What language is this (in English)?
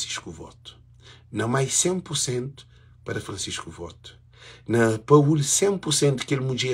Kabuverdianu